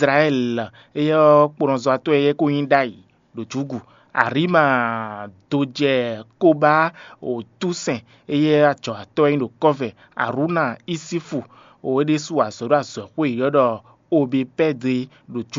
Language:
Fon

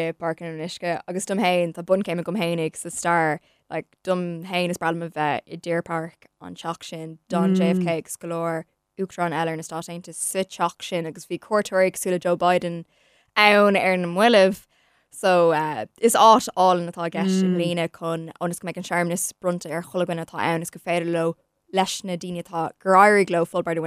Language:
Irish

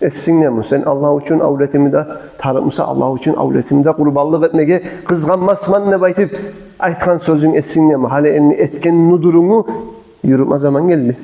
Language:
Kumyk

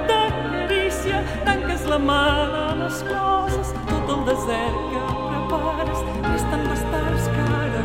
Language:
Catalan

